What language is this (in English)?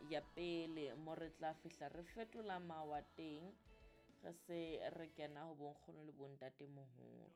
Southern Sotho